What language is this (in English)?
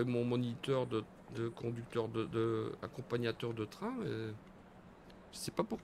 French